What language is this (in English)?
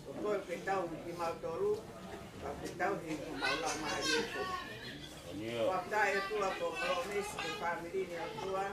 Tongan